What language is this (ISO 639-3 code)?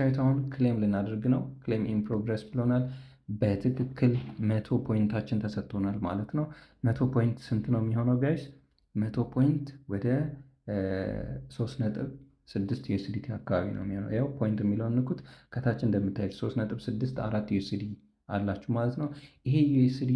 amh